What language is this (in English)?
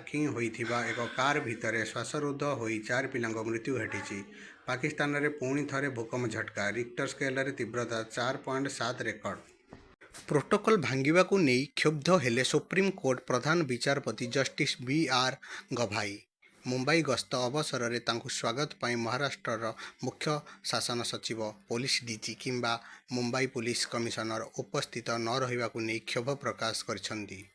Odia